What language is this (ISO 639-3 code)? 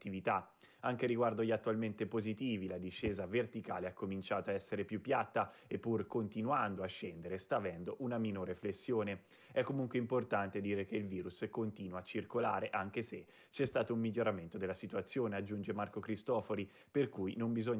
ita